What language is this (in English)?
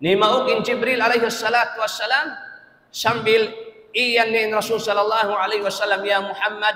Tausug